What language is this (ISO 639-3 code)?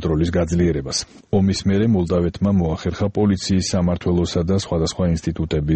kat